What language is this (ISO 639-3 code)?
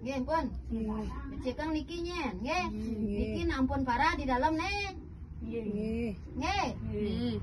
ban